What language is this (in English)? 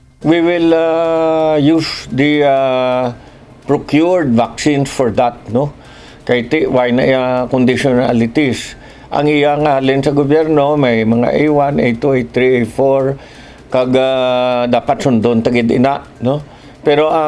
Hiligaynon